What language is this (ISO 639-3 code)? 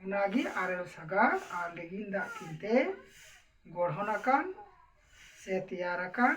sat